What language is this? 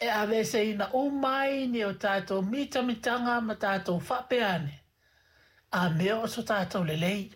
Samoan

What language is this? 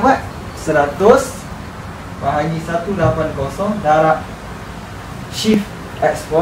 Malay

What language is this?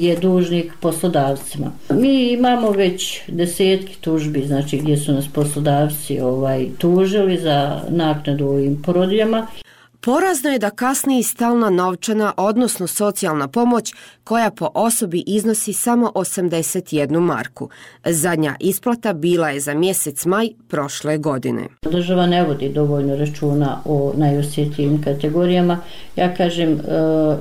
Bosnian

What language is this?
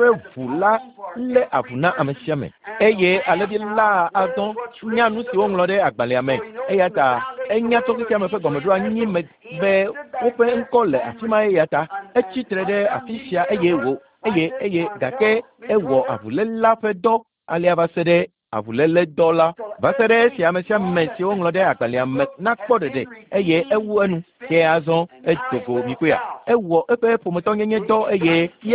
Ewe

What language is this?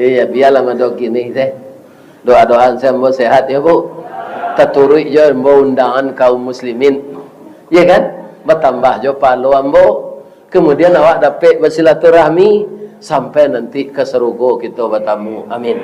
Minangkabau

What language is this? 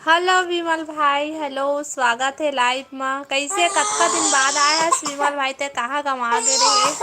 Chhattisgarhi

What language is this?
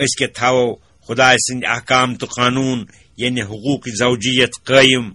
Kashmiri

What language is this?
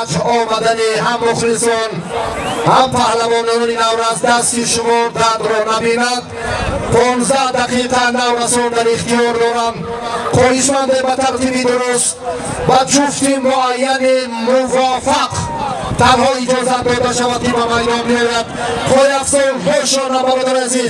Tajik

